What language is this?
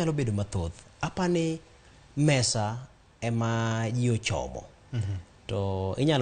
Luo (Kenya and Tanzania)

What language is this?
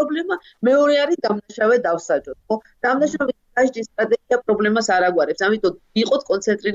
Georgian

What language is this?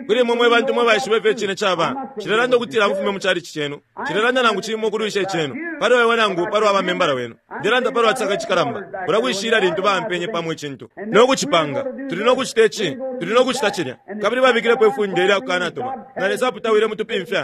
Bemba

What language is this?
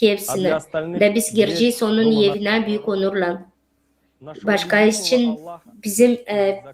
Gagauz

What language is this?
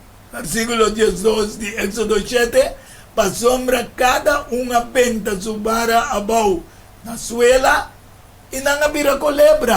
Papiamento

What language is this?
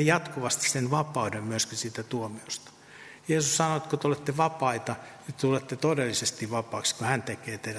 Finnish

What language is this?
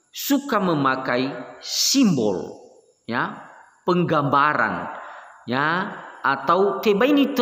Nias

